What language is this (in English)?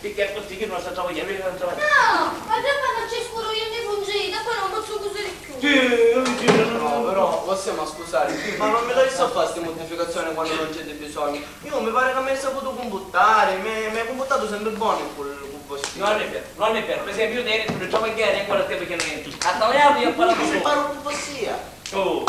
Sicilian